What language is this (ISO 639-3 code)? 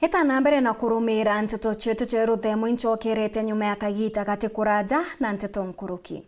mer